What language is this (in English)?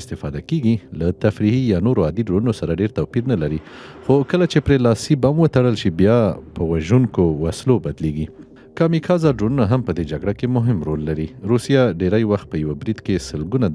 Pashto